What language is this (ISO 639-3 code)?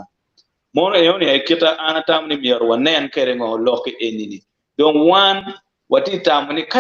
ach